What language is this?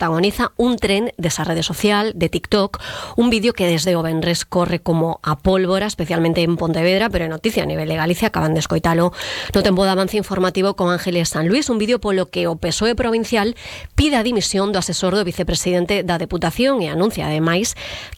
Galician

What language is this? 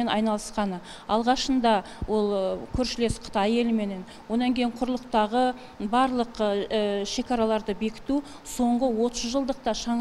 Kazakh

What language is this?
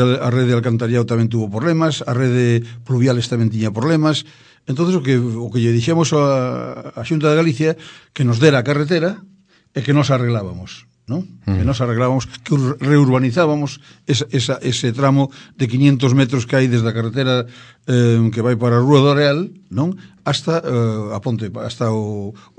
Galician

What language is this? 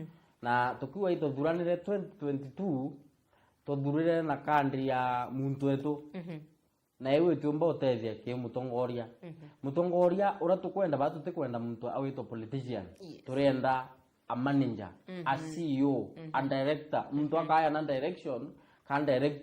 Meru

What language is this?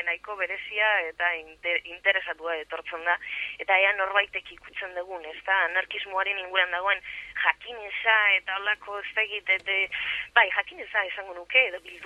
Basque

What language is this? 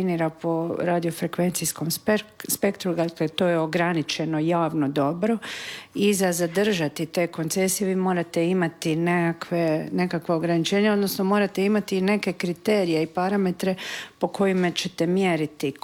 Croatian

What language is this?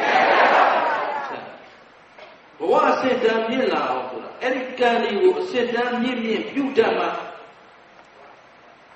Burmese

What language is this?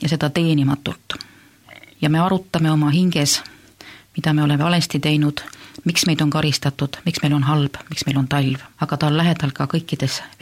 Estonian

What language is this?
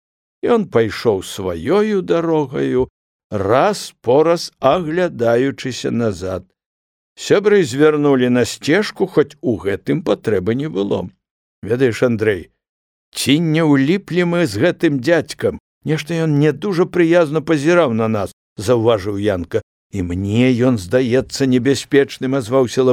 Belarusian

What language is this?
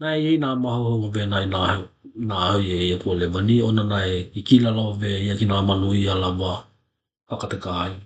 Tokelau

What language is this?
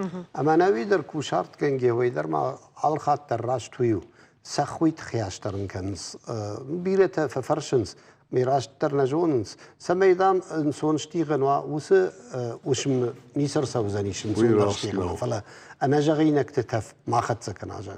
Ossetic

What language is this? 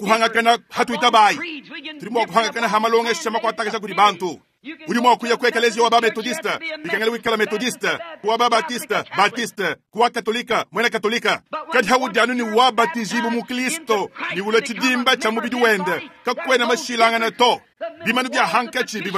Luba-Lulua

